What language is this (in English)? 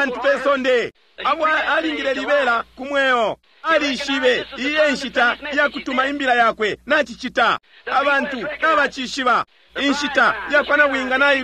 Bemba